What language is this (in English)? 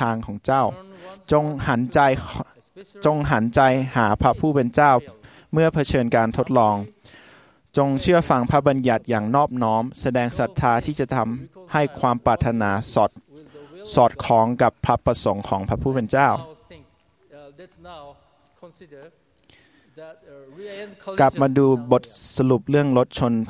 Thai